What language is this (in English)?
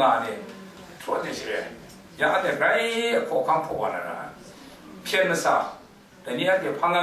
Kachin